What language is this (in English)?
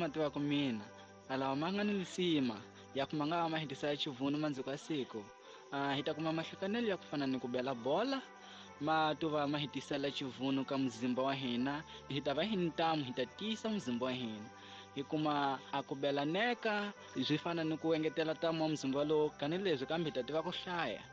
Tsonga